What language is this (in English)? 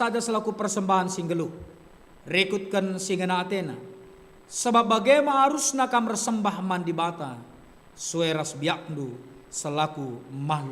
Batak Karo